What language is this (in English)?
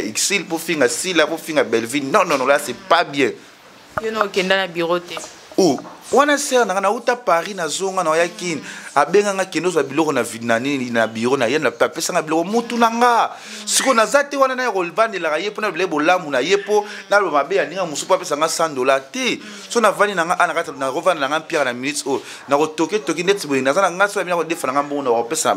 Lingala